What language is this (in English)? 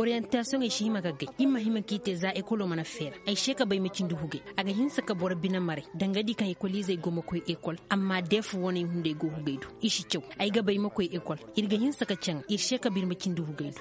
Zarma